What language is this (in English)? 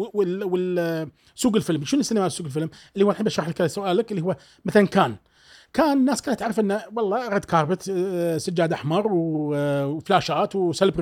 Gulf Arabic